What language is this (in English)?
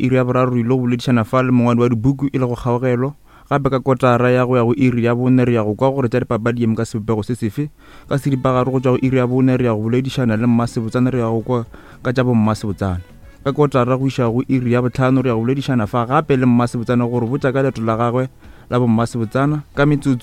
Northern Sotho